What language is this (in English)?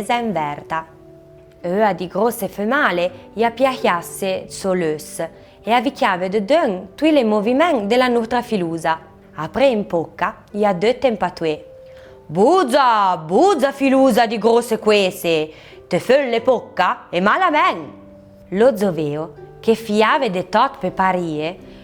Arpitan